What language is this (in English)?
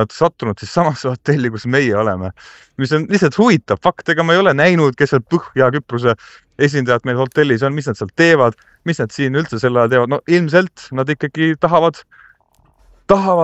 Estonian